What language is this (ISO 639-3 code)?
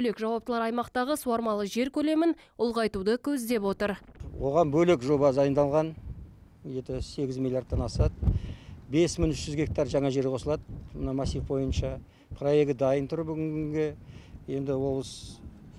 kaz